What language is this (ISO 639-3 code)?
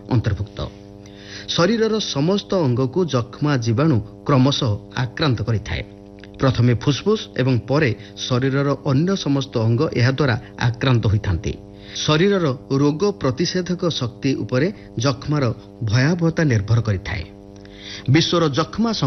ori